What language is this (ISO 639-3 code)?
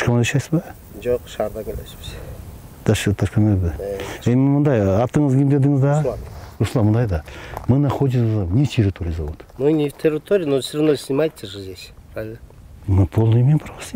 kir